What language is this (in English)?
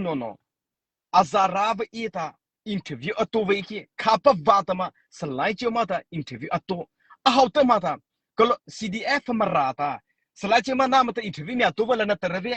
Mara Chin